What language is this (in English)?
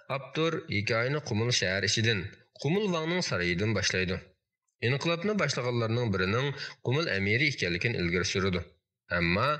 Uyghur